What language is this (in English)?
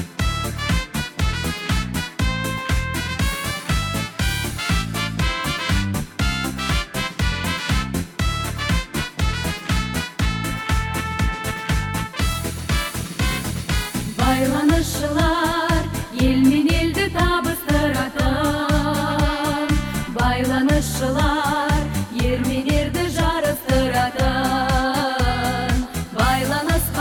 Kazakh